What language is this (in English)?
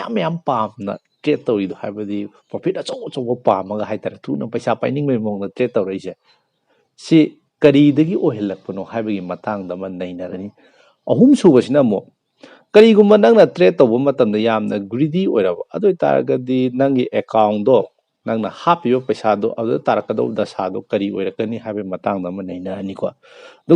Manipuri